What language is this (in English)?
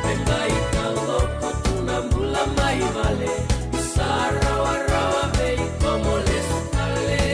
Fijian